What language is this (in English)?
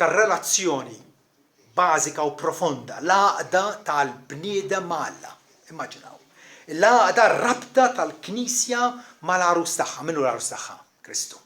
Maltese